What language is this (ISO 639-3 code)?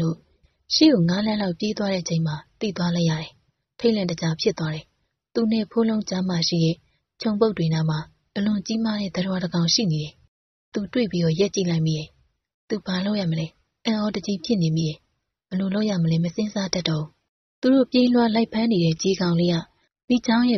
mya